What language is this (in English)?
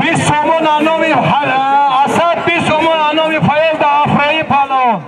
Tajik